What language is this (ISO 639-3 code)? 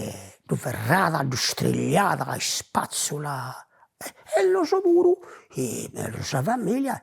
srd